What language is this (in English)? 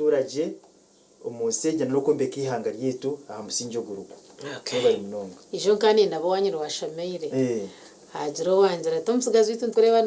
Nyankole